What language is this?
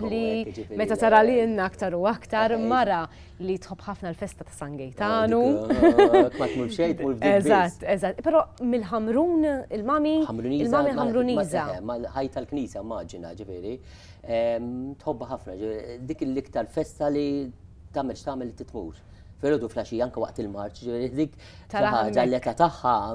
Maltese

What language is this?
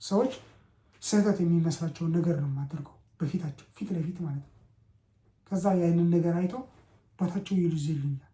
Amharic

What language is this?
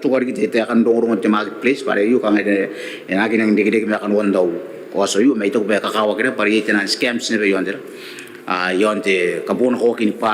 Gilbertese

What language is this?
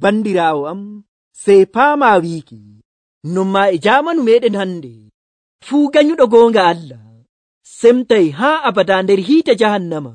Nigerian Fulfulde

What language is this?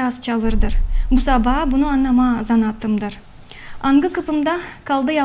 Gagauz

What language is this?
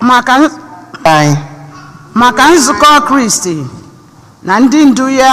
Igbo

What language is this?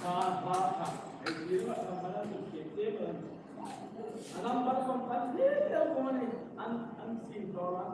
Hmar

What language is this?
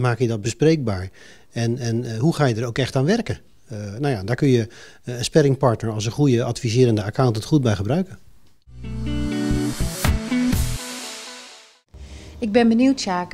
Dutch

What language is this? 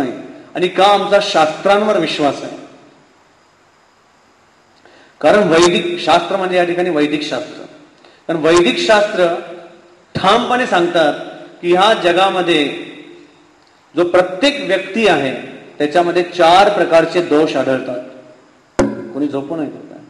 Marathi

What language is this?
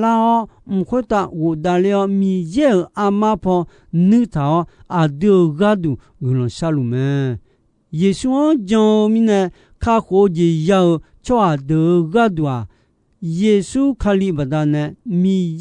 Akha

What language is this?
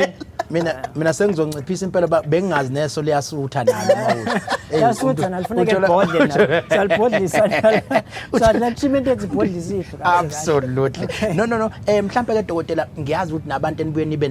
Zulu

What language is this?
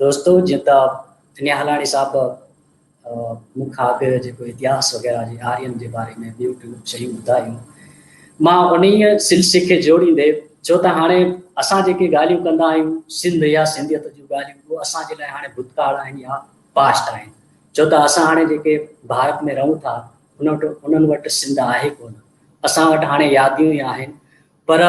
Sindhi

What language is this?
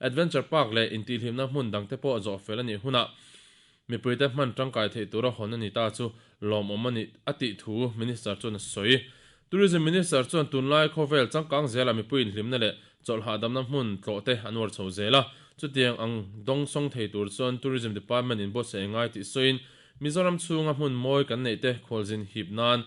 Mizo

